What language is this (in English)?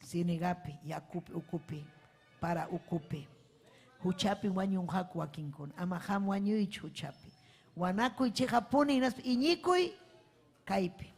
Ayacucho Quechua